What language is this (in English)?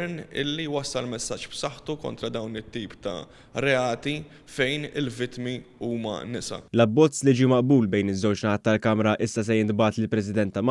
Maltese